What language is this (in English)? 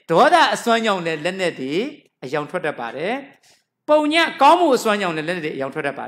Burmese